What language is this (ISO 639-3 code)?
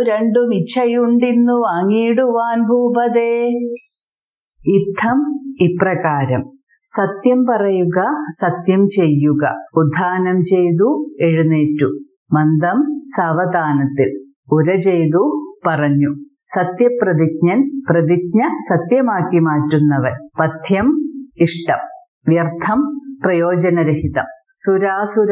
mal